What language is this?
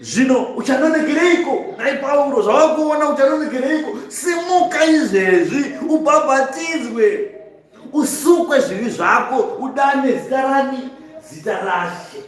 Shona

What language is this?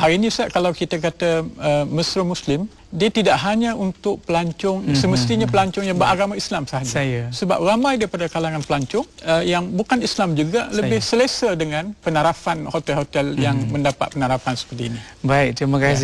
Malay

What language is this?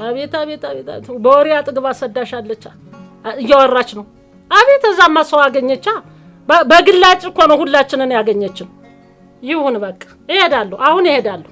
Amharic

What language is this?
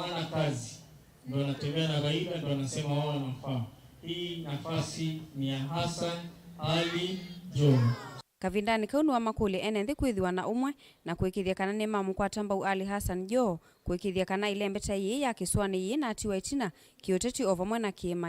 Kamba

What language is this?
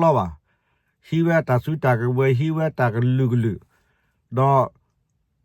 S'gaw Karen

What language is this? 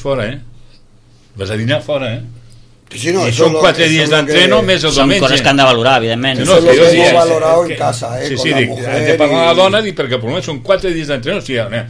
Catalan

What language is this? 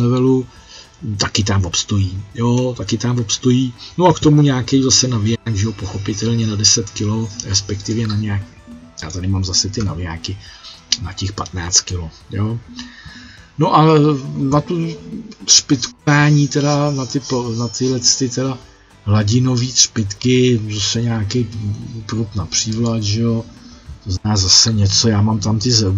Czech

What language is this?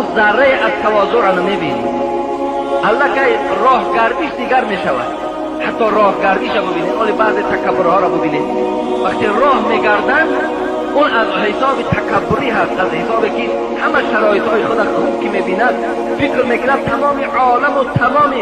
Tajik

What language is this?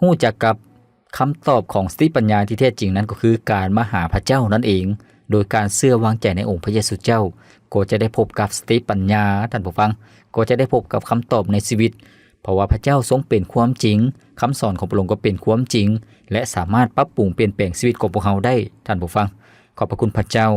Lao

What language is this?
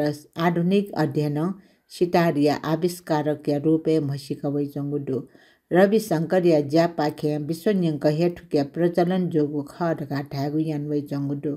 Newari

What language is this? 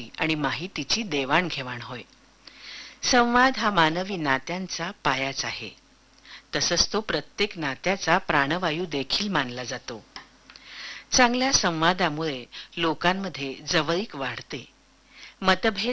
Marathi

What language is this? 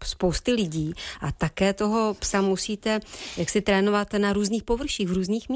Czech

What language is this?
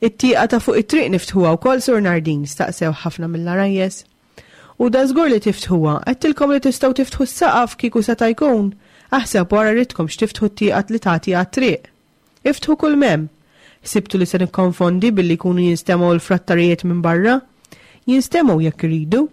Maltese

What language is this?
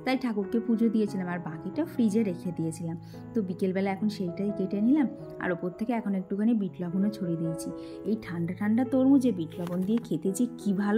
Bangla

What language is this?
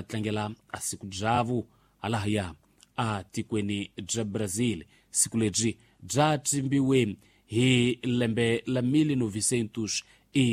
Tsonga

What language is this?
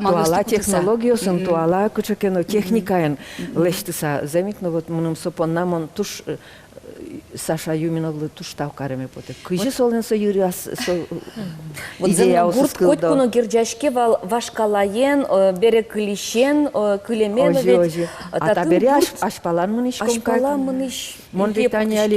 Udmurt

